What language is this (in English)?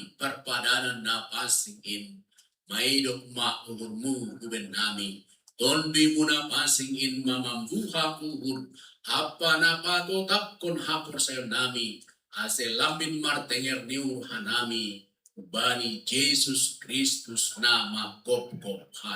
Batak Simalungun